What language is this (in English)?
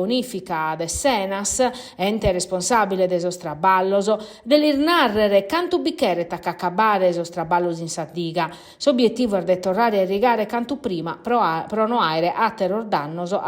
Sardinian